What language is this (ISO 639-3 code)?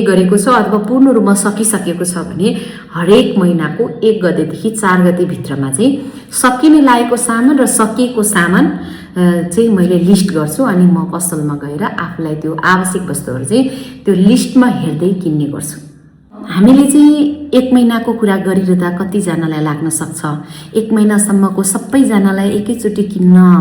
nep